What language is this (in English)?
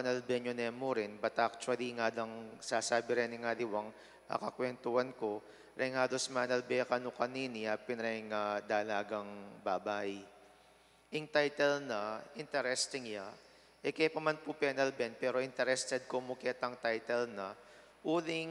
Pampanga